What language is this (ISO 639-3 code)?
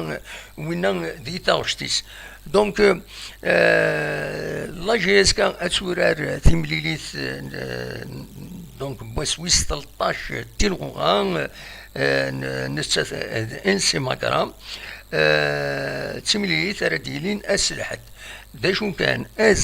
kab